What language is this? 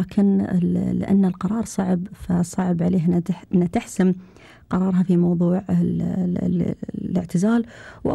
Gulf Arabic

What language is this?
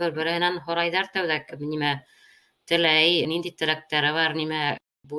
Bashkir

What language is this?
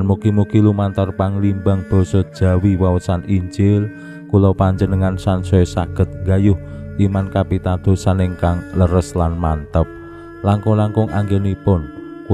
Javanese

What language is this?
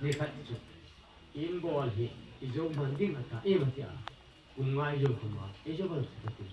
Hmar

